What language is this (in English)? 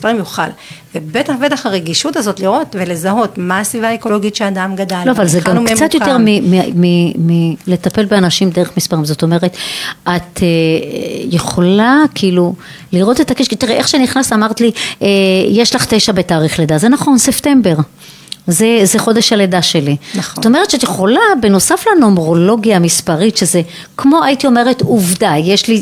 Hebrew